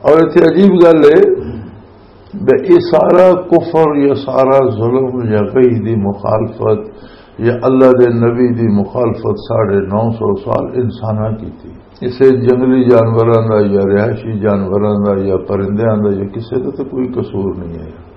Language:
Western Panjabi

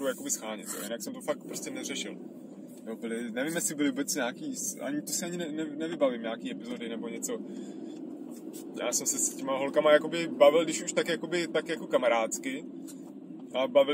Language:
Czech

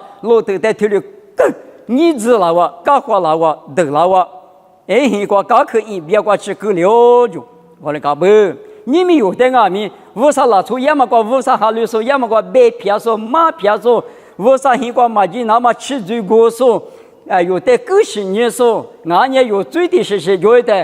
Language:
Lisu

